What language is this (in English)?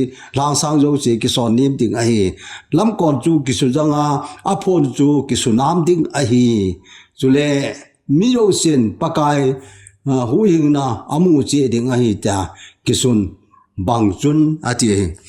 Thado Chin